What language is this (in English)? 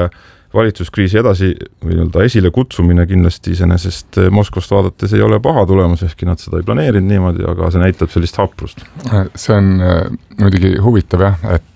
Estonian